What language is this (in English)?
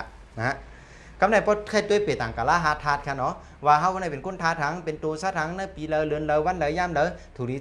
Shan